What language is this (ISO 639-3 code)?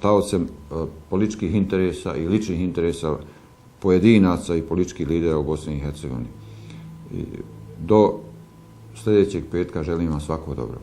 bos